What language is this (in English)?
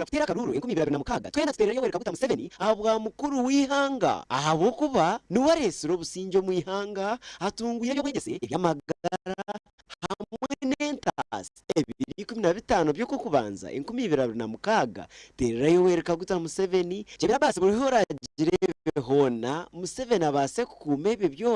Nyankole